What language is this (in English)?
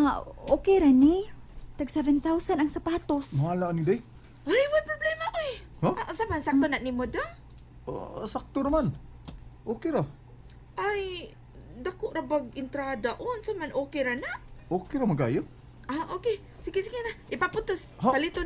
Cebuano